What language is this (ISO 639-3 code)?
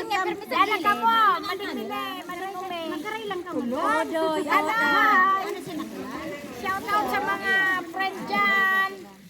bik